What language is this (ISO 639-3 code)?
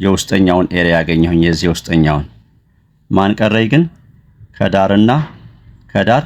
amh